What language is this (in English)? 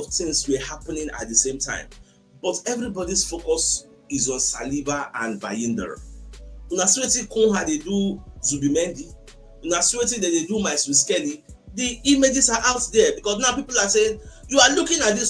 Nigerian Pidgin